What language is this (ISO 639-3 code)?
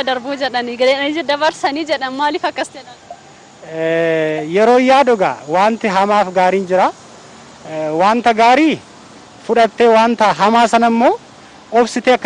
orm